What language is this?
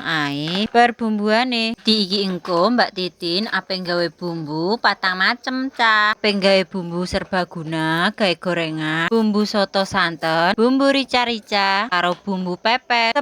Javanese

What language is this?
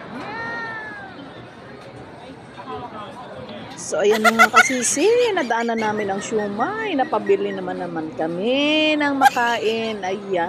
Filipino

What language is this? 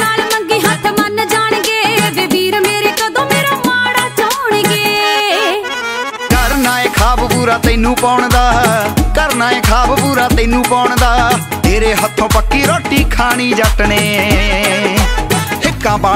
Punjabi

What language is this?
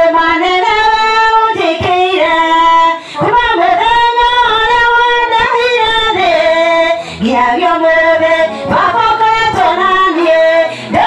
Kikuyu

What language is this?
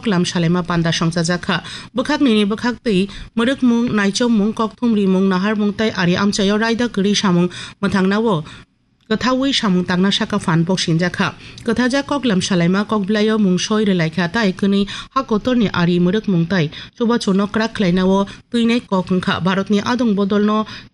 Kok Borok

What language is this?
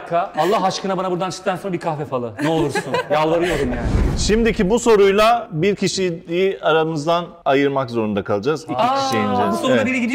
Turkish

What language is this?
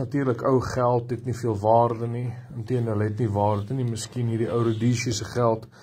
Afrikaans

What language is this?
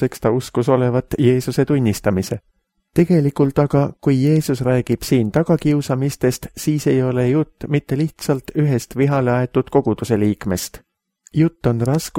Estonian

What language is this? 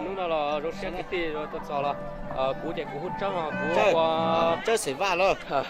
Hmong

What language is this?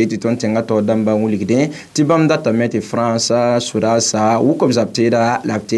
Mossi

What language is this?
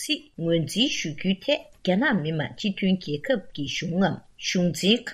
Tibetan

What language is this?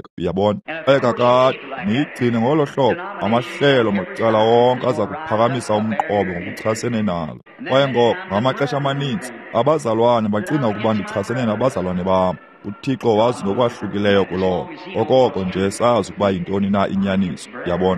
Xhosa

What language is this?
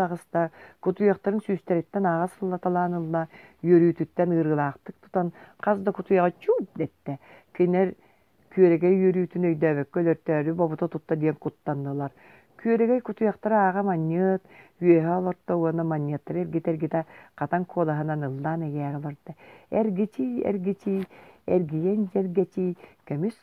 Yakut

